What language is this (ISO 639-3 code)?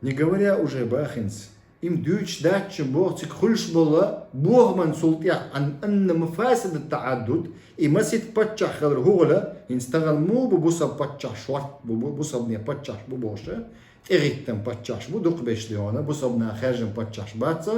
che